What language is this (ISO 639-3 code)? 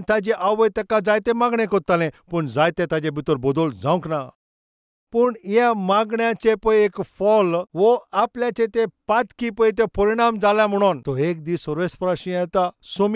kok